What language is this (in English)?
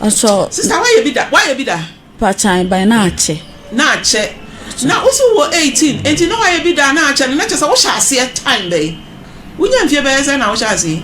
Akan